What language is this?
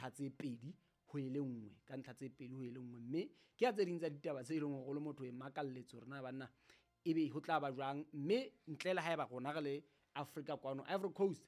Southern Sotho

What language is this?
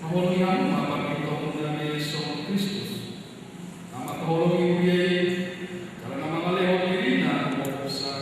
Batak Toba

